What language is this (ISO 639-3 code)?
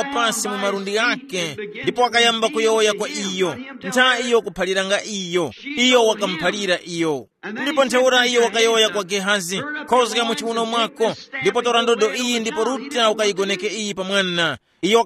tum